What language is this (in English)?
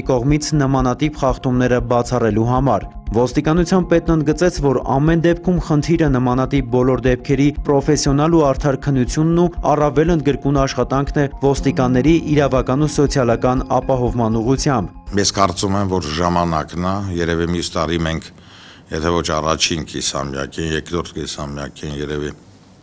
Armenian